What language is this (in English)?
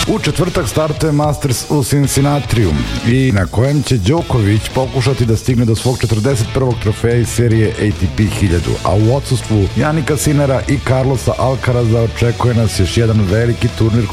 Serbian